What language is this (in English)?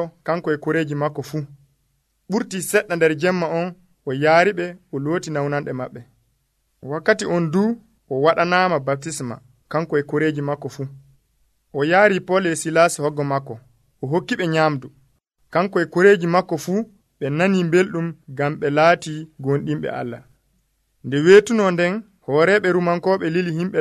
Nigerian Fulfulde